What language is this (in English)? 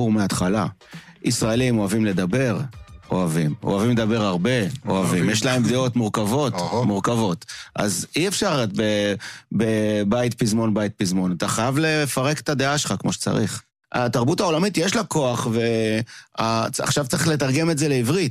Hebrew